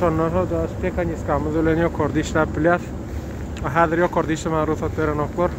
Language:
Turkmen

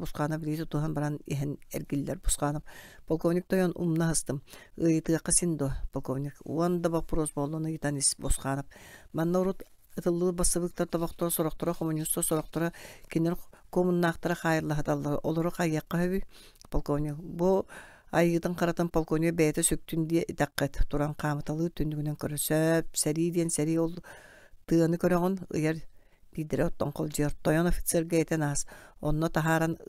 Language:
Yakut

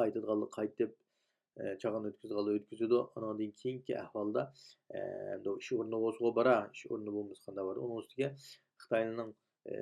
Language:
Uyghur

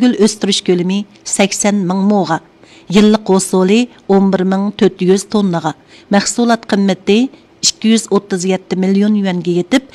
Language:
Uyghur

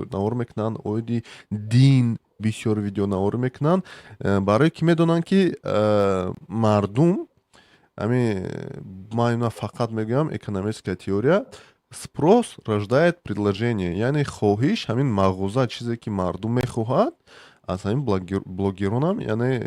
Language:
Tajik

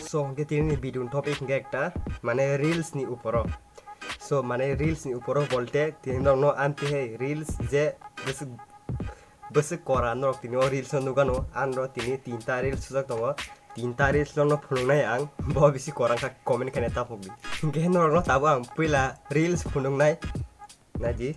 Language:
Kok Borok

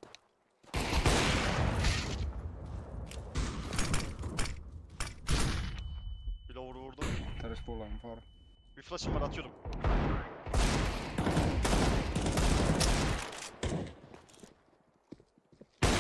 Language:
Turkish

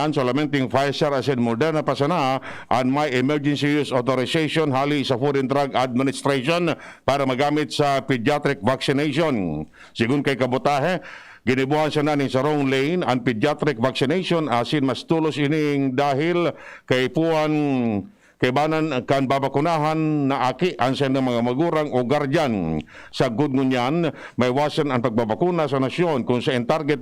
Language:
Bikol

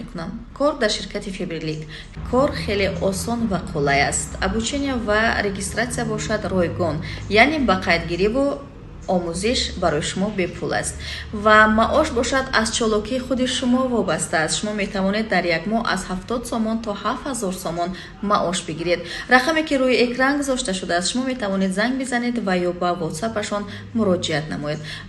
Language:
Tajik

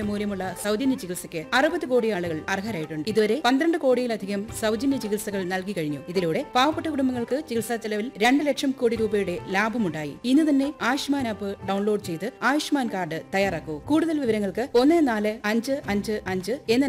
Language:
Malayalam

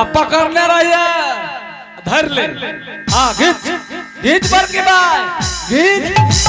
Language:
Angika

